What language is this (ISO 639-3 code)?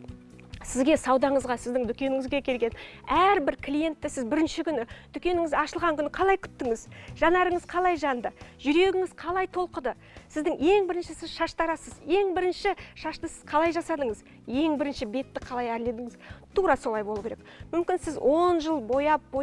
kaz